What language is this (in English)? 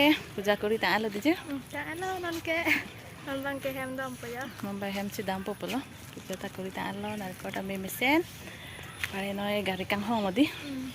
Karbi